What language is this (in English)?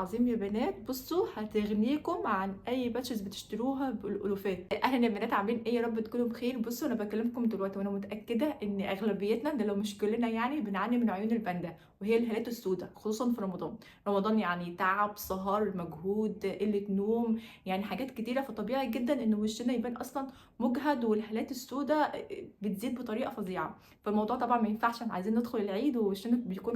Egyptian Arabic